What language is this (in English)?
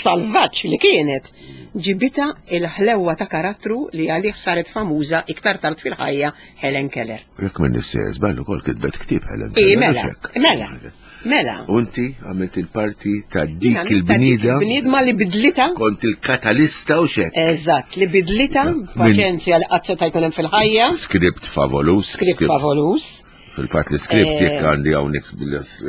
Maltese